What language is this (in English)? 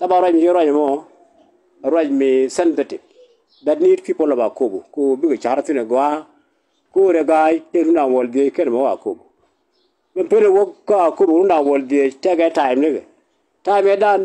Nuer